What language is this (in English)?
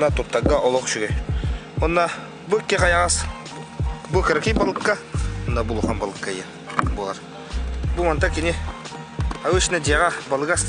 Yakut